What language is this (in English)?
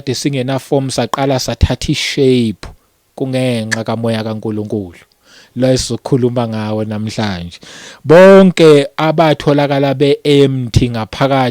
Zulu